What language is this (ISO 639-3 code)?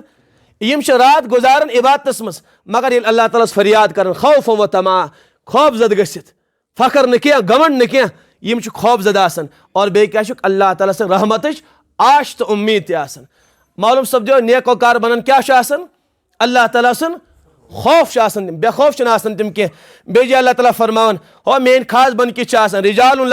kas